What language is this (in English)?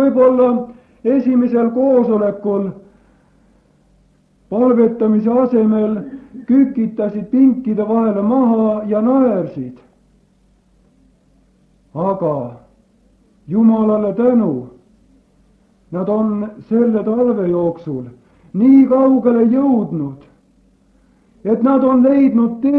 Estonian